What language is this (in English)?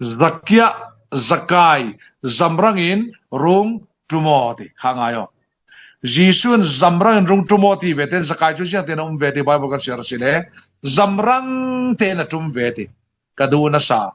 Falam Chin